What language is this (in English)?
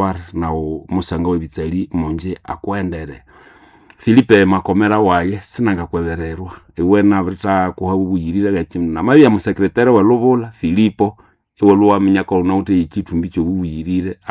Nande